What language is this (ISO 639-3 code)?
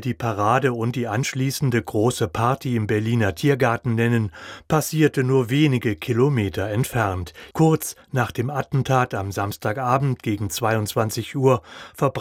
deu